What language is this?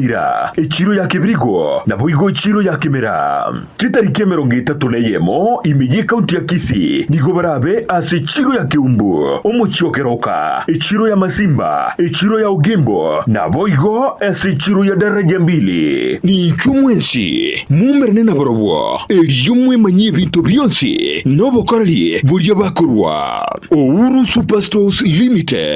Gusii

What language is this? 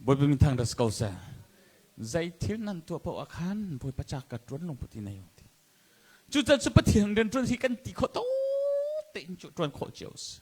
Hakha Chin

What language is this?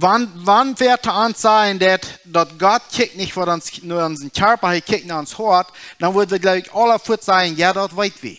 Plautdietsch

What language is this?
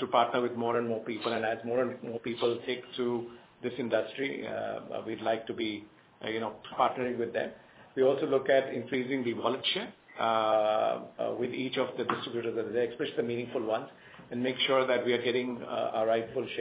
English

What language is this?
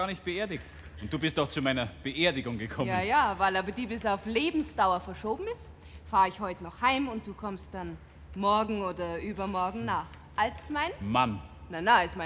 Bavarian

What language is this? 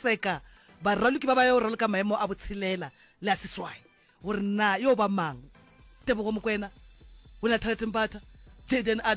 Northern Sotho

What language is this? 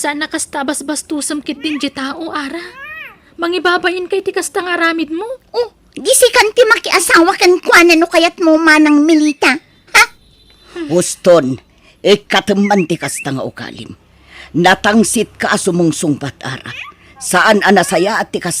Iloko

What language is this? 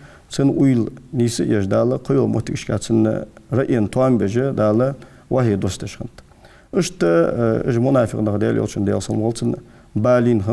Ingush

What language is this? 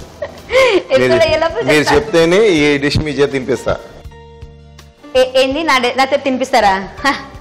Telugu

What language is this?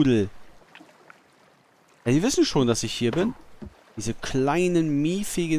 German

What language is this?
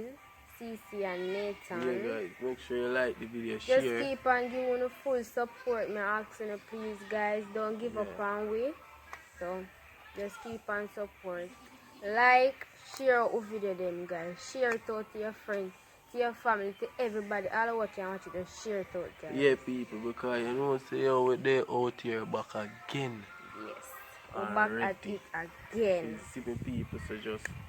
Jamaican Creole English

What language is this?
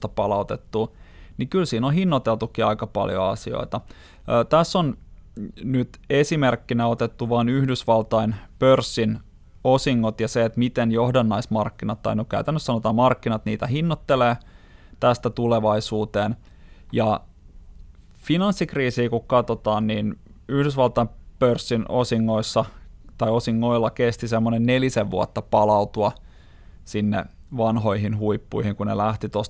Finnish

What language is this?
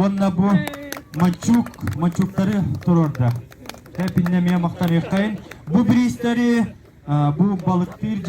Yakut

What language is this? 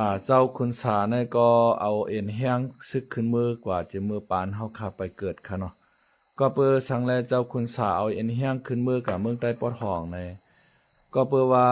Shan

